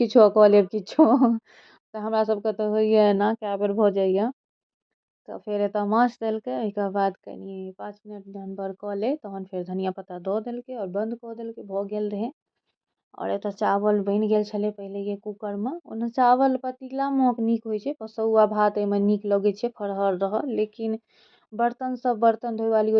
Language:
Maithili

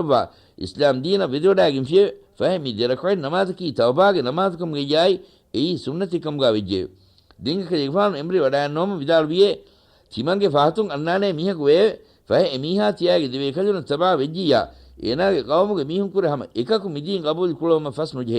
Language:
Divehi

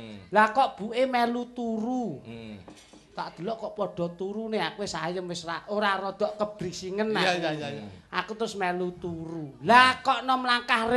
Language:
Javanese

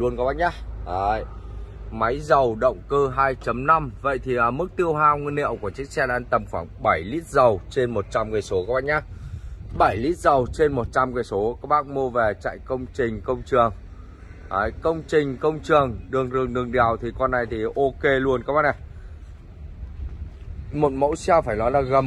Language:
Vietnamese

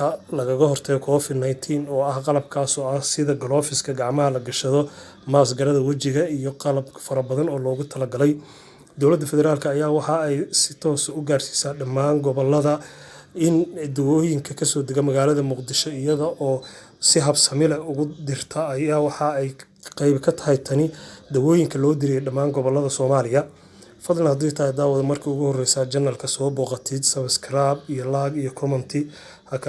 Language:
Somali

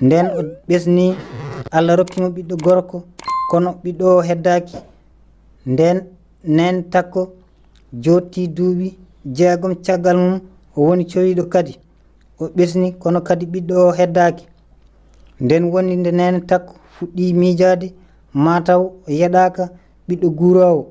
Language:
Fula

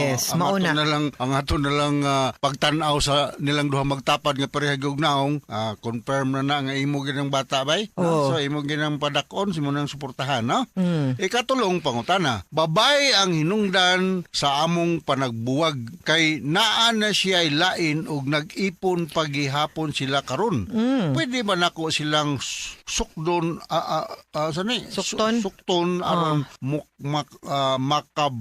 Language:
Cebuano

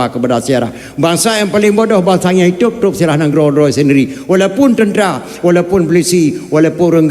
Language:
Achinese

